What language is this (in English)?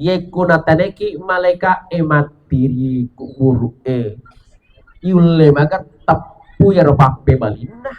Buginese